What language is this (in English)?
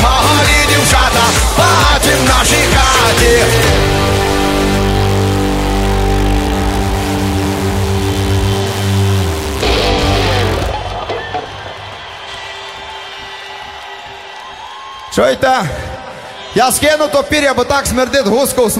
Ukrainian